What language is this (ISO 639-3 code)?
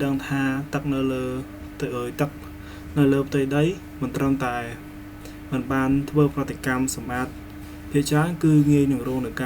khm